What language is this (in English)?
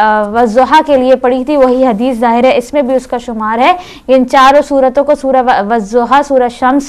Urdu